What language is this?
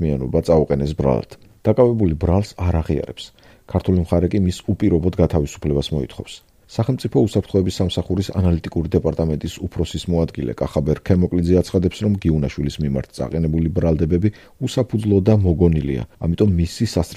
Georgian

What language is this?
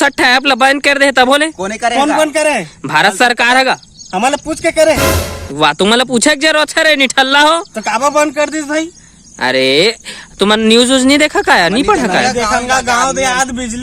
Chhattisgarhi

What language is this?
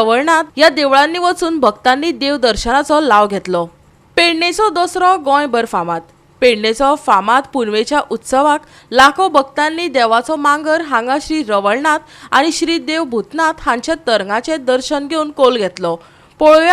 Konkani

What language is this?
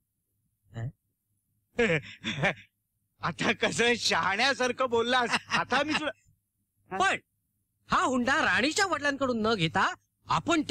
Marathi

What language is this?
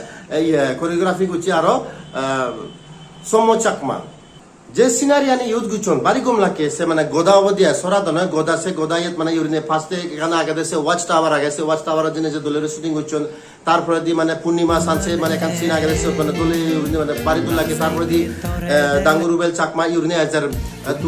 Chakma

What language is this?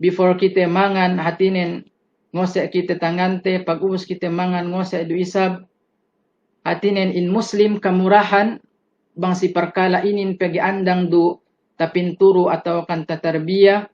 Yakan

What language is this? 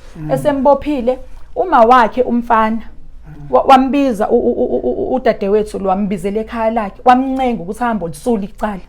Zulu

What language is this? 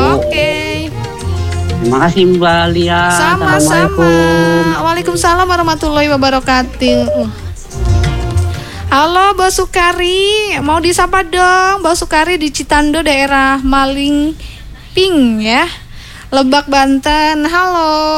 Indonesian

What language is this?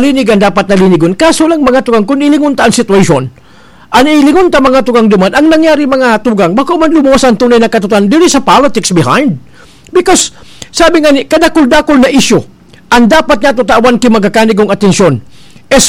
Bikol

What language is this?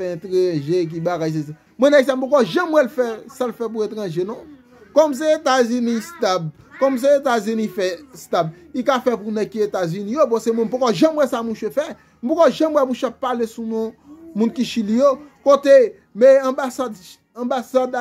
Haitian Creole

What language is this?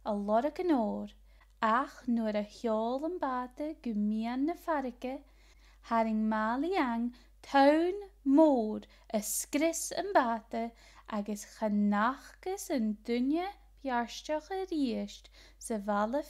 Scottish Gaelic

